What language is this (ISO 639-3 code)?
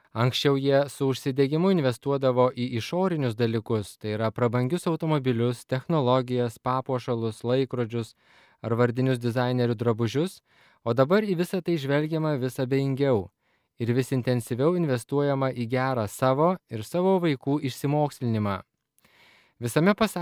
lit